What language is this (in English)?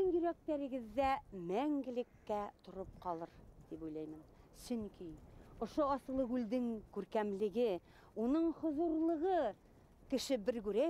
Bashkir